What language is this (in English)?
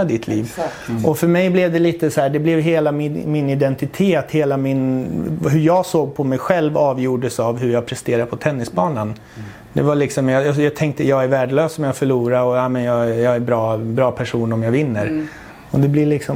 Swedish